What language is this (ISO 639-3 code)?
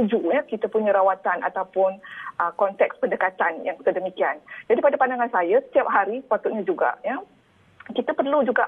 msa